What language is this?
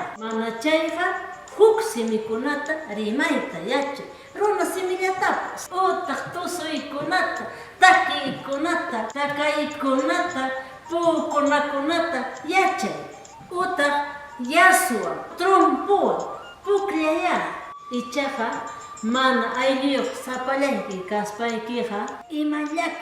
Ayacucho Quechua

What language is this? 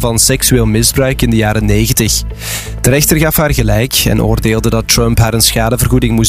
Dutch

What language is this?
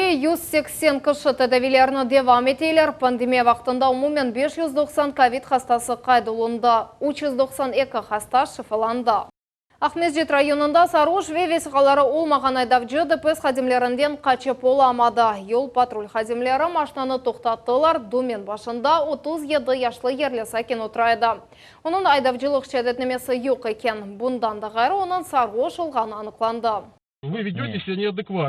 Crimean Tatar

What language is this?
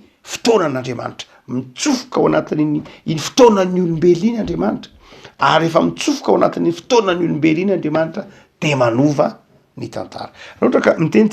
Malagasy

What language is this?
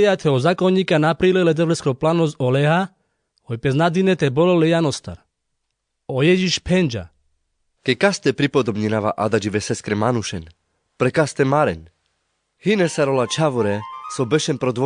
Carpathian Romani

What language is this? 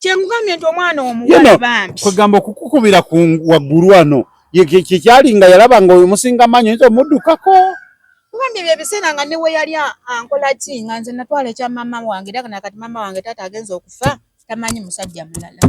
Ganda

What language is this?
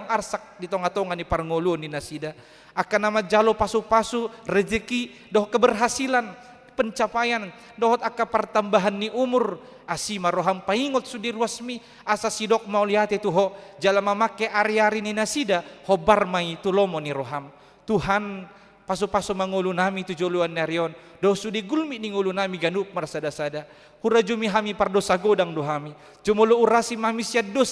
Batak Toba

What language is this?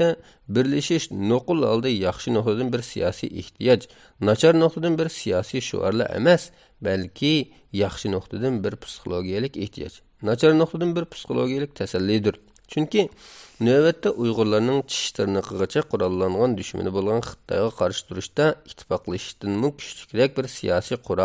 Uyghur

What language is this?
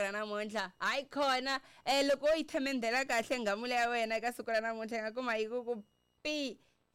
Tsonga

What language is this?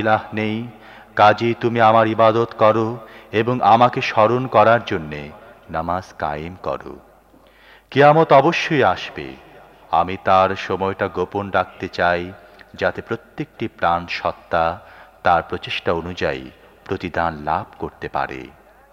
Bangla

